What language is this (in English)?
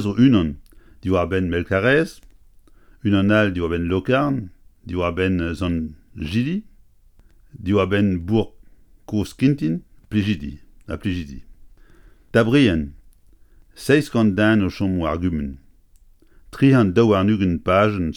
Breton